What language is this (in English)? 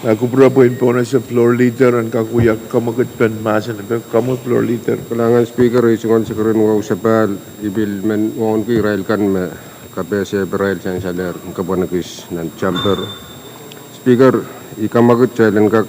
Pohnpeian